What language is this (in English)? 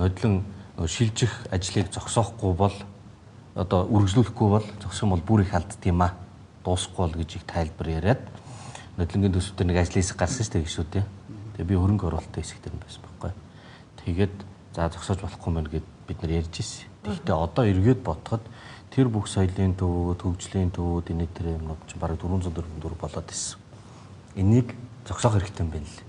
Mongolian